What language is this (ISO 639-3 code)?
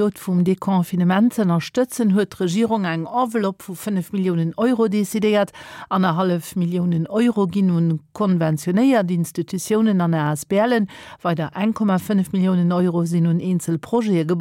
ltz